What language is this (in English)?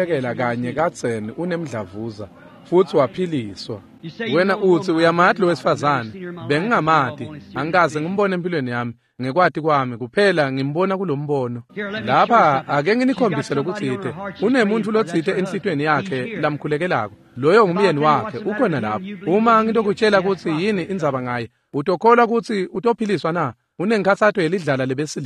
Swati